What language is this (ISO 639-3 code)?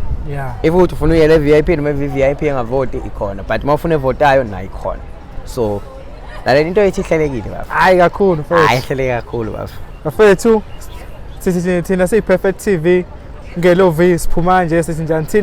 zul